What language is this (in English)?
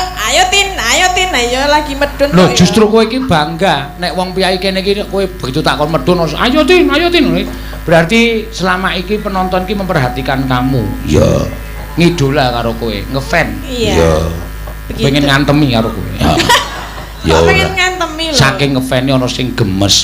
Javanese